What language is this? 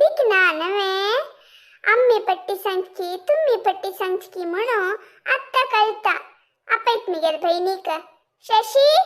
Konkani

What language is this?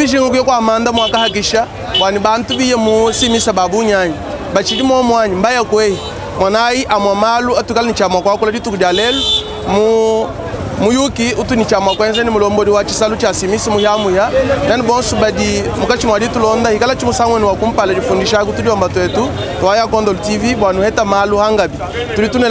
Luba-Lulua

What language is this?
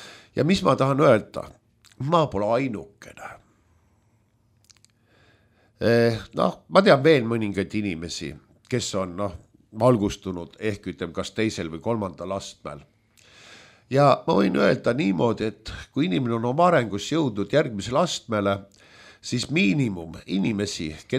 Estonian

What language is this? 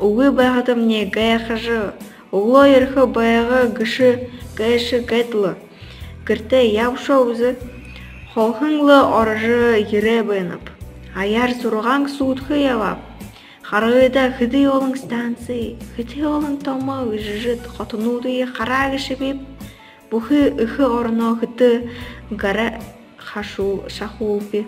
Buriat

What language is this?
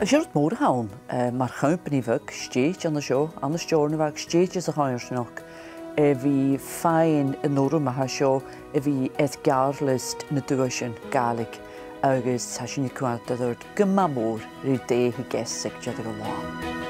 Scottish Gaelic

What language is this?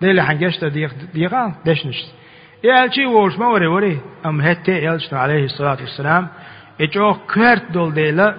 Chechen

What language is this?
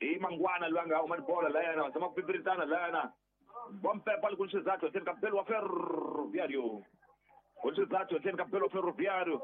Tsonga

